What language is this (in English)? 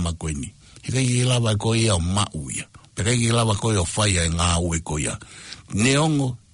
Tongan